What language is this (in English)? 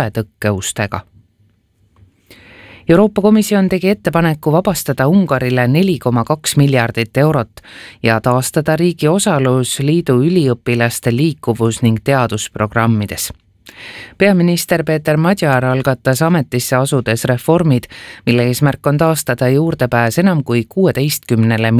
Estonian